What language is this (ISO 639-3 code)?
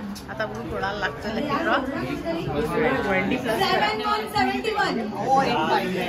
mar